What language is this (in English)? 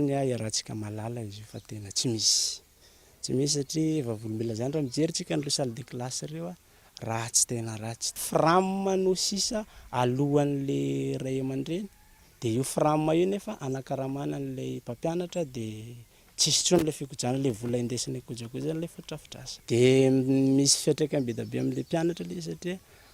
Malagasy